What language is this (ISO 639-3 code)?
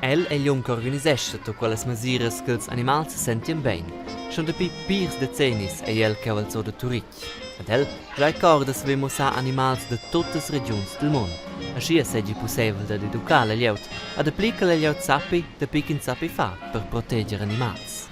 roh